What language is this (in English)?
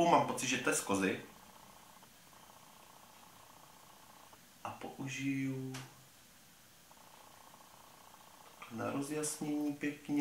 Czech